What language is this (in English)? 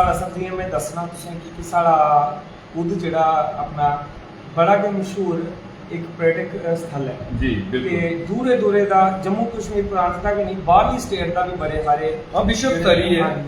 Dogri